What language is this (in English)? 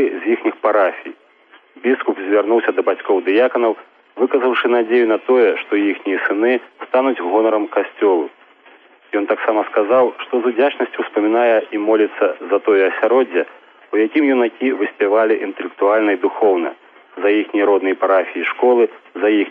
Belarusian